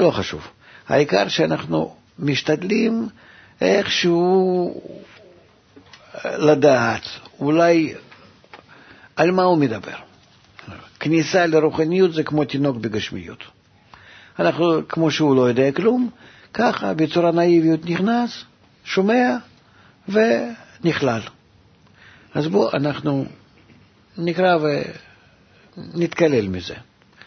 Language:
Hebrew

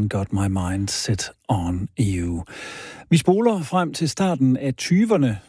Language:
Danish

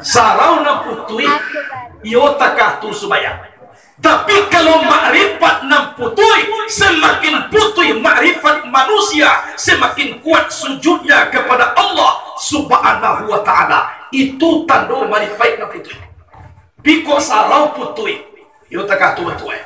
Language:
Minangkabau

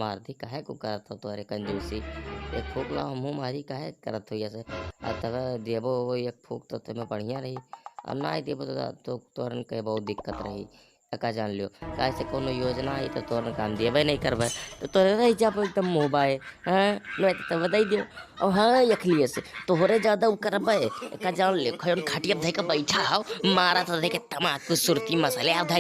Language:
Maithili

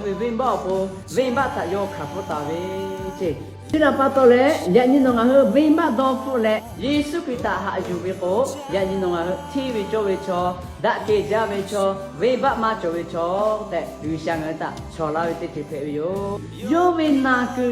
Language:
Lahu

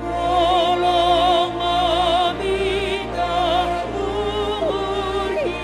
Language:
Batak Simalungun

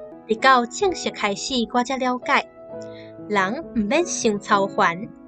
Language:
Min Nan Chinese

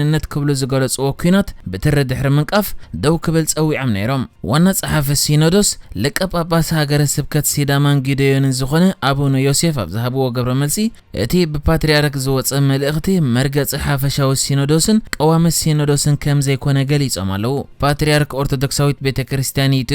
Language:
Tigrinya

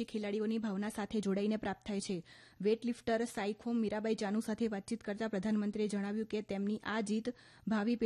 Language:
Gujarati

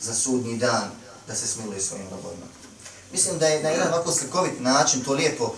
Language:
Bosnian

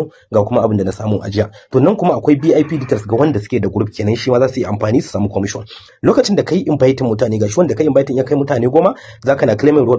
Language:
Hausa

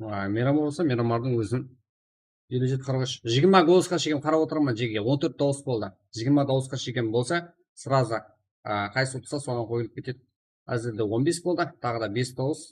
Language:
Kara-Kalpak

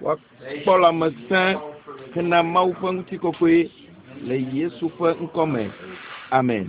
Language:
Ewe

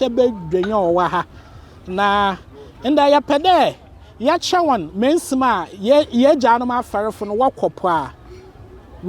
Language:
Akan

